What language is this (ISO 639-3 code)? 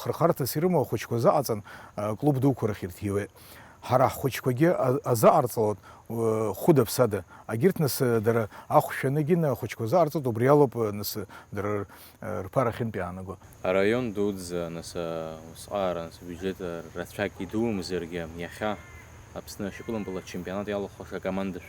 abk